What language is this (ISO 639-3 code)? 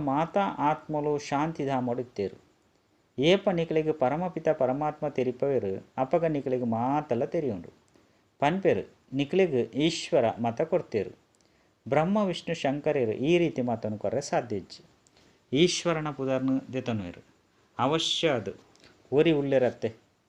tcy